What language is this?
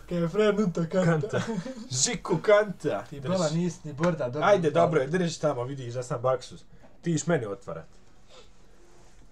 Bosnian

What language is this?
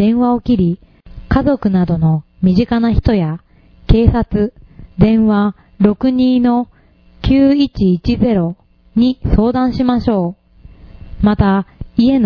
Japanese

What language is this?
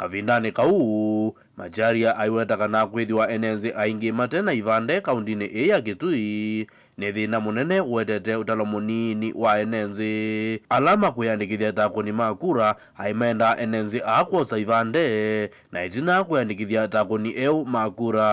Kamba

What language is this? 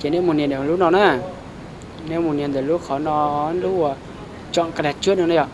Hmong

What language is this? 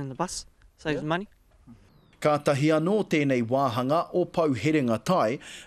Māori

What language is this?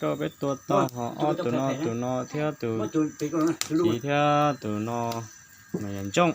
Hmong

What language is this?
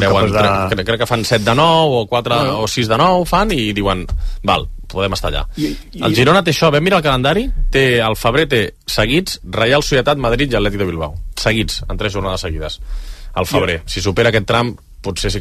Catalan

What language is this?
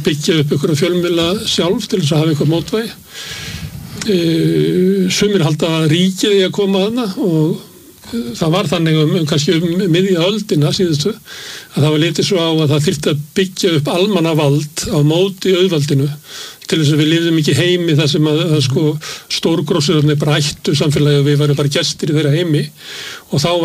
Icelandic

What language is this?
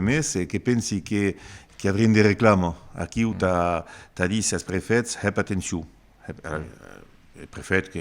Occitan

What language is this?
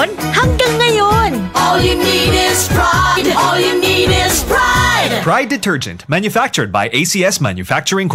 Bikol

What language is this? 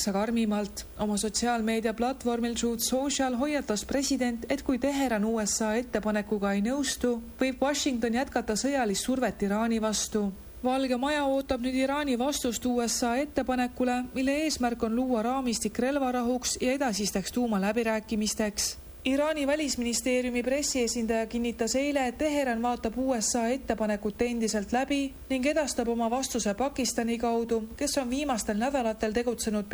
Estonian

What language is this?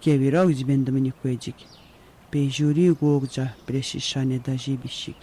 Atikamekw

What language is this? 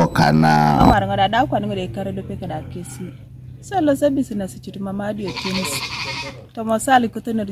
Teso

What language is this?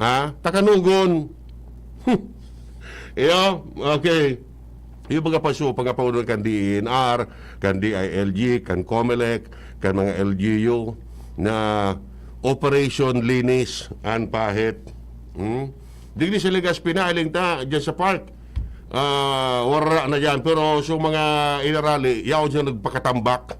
Bikol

